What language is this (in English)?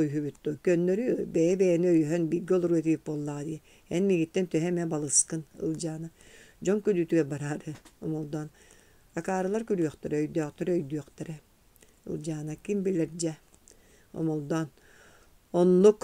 Yakut